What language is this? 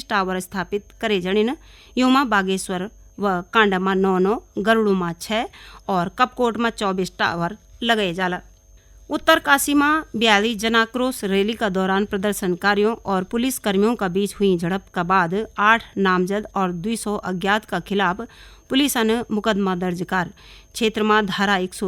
Garhwali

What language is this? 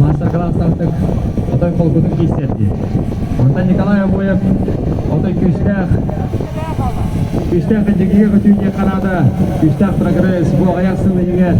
Yakut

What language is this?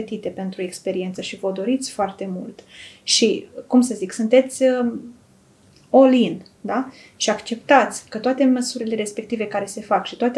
Romanian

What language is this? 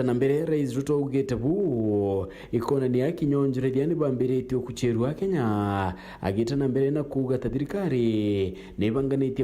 Meru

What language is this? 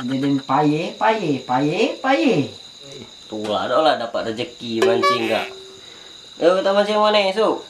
Musi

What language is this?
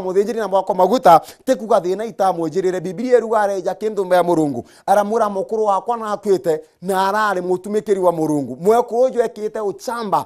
Meru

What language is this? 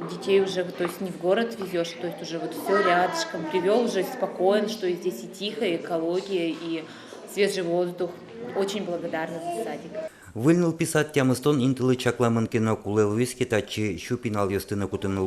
Udmurt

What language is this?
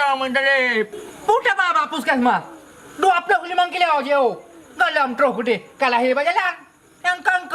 Achinese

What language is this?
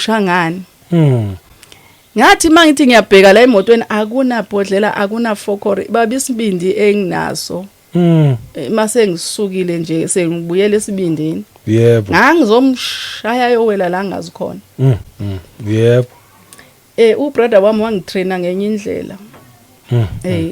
Zulu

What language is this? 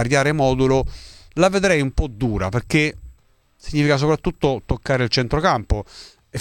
Italian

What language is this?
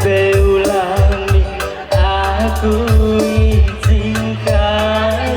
Batak Karo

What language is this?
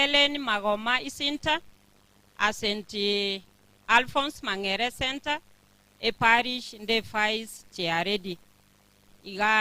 Gusii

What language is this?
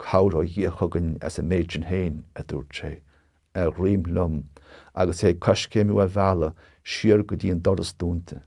Irish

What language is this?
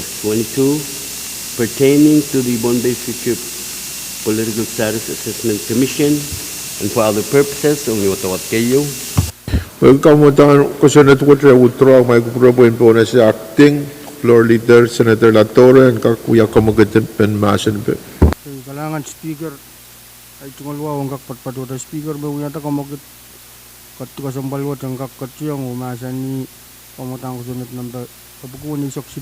Pohnpeian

